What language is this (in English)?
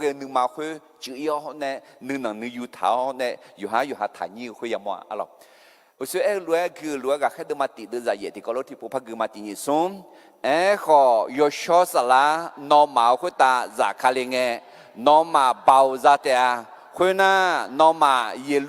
Akha